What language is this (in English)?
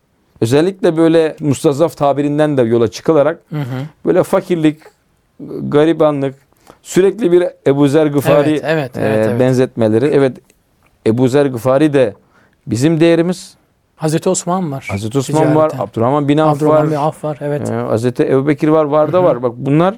Turkish